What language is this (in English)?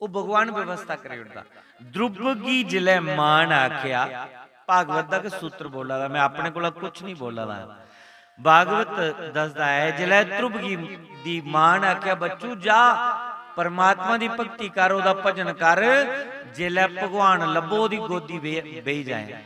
Dogri